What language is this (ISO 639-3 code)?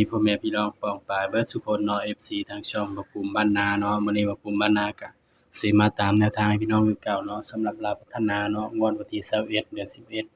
tts